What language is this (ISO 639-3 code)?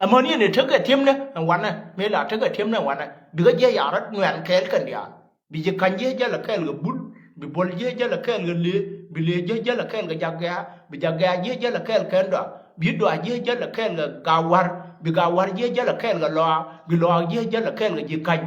nus